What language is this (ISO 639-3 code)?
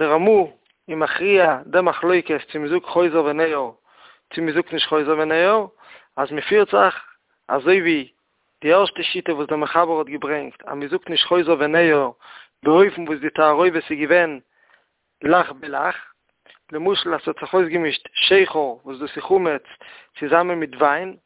yid